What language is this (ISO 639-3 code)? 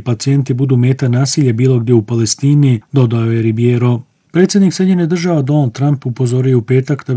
bos